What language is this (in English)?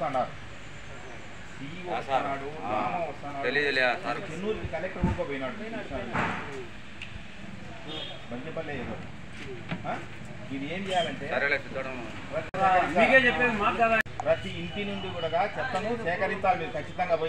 Telugu